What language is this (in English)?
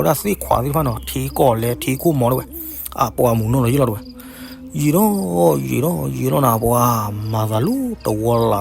S'gaw Karen